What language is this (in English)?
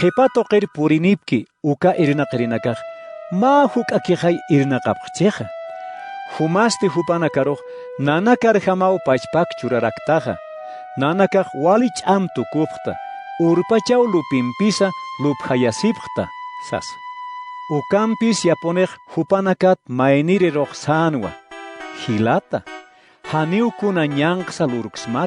Aymara